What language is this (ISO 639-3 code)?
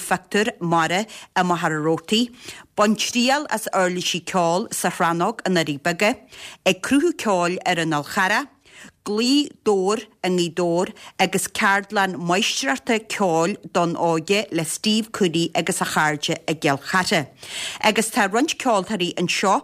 gle